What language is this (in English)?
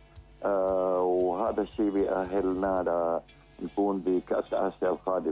North Levantine Arabic